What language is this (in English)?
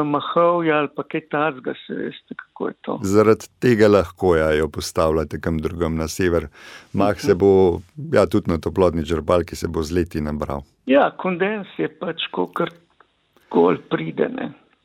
Slovenian